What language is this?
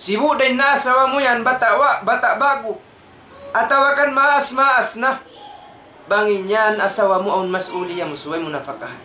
Tausug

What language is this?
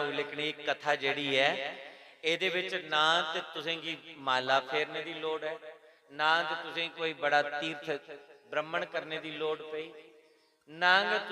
Dogri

